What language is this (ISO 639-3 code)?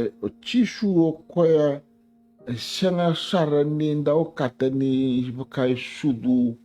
fij